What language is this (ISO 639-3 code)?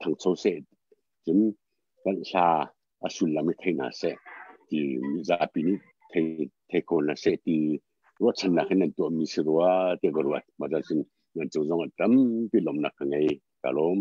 cnh